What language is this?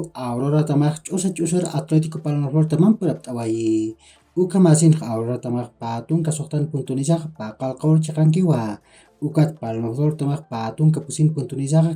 Aymara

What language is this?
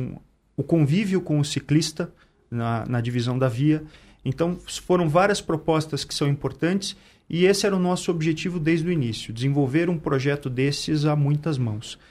Portuguese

